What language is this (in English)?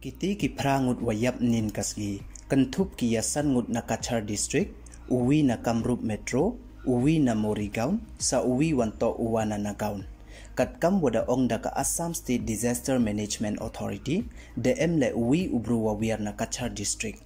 Pnar